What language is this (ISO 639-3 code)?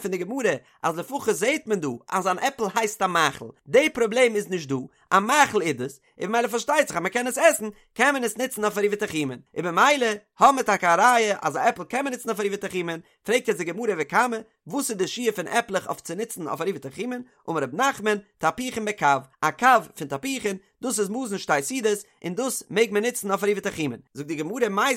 yid